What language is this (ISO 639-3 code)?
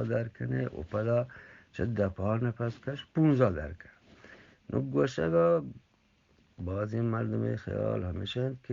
bgp